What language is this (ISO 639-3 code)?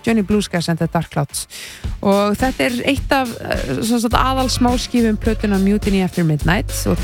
isl